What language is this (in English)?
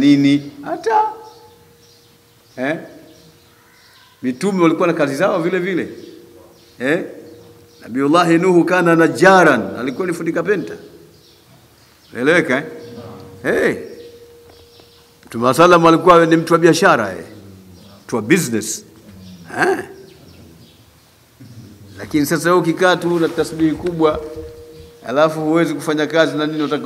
Swahili